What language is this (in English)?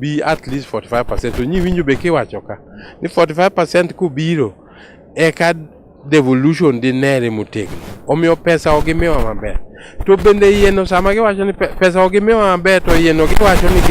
Luo (Kenya and Tanzania)